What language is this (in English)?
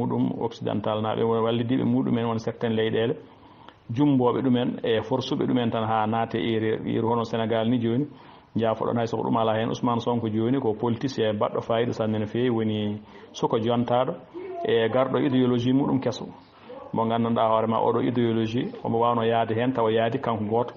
Fula